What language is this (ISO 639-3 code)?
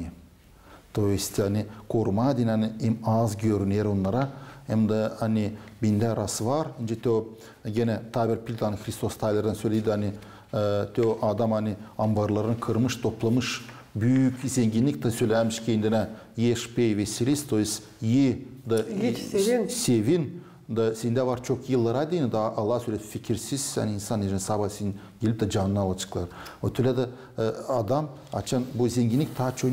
gag